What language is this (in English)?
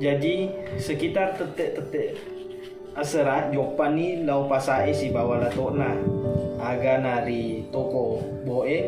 Buginese